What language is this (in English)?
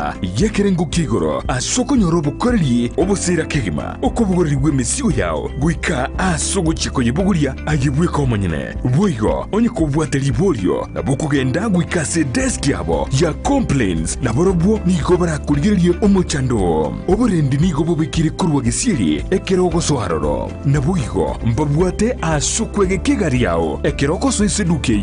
Gusii